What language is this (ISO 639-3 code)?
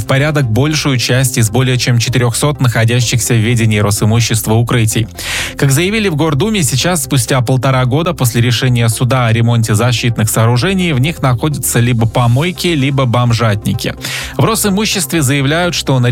rus